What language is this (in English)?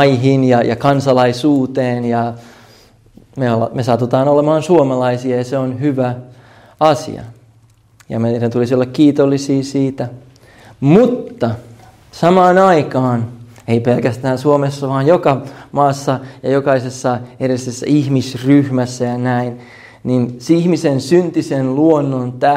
Finnish